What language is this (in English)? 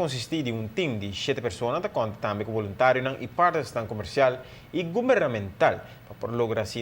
Papiamento